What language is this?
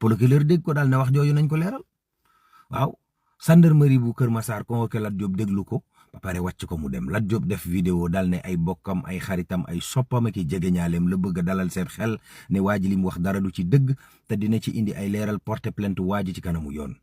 Wolof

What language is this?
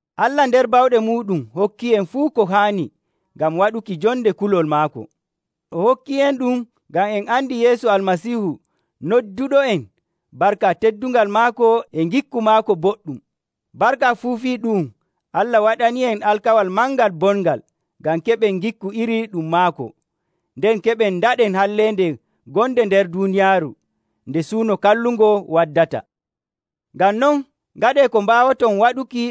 Nigerian Fulfulde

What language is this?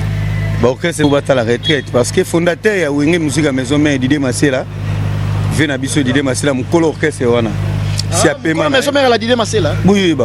Lingala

